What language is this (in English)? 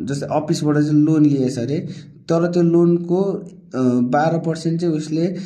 Nepali